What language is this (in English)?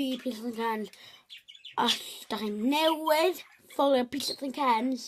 Welsh